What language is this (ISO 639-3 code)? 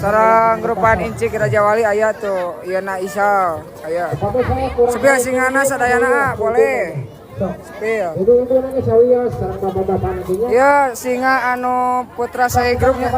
sun